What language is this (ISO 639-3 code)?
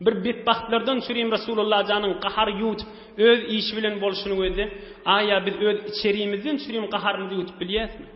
tuk